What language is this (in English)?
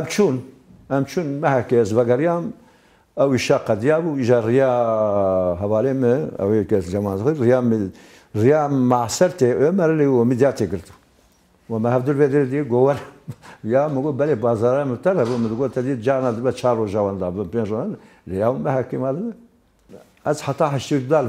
Kurdish